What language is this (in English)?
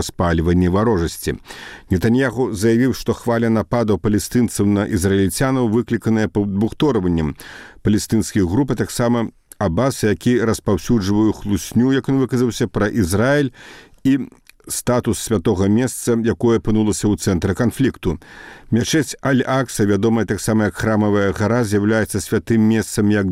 Belarusian